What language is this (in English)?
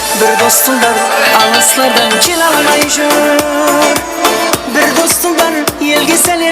Kara-Kalpak